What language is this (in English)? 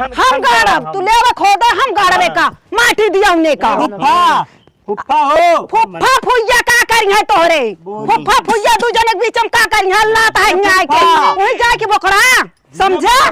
Awadhi